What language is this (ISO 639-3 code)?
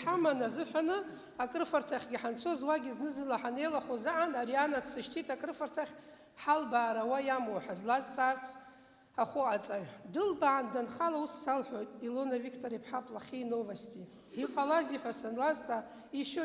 abk